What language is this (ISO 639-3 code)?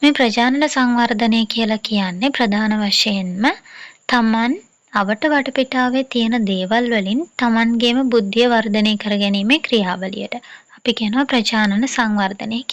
sin